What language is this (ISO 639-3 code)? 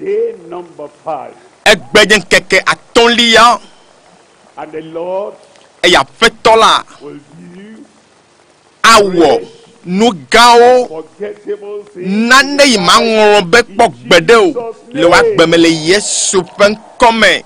ewe